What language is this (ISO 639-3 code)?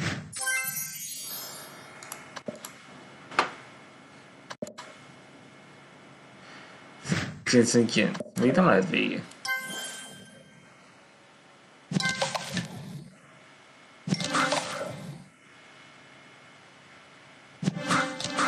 hun